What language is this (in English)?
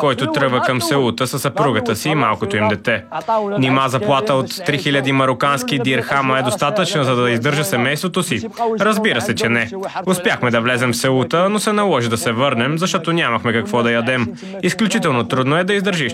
Bulgarian